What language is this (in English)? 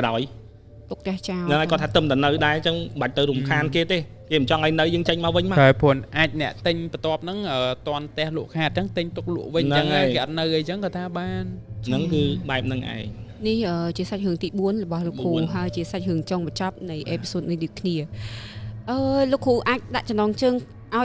Khmer